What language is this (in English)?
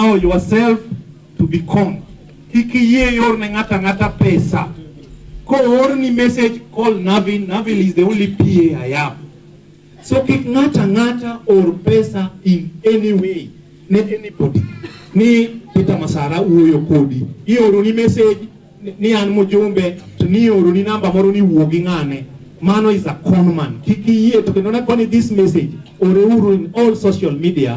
Luo (Kenya and Tanzania)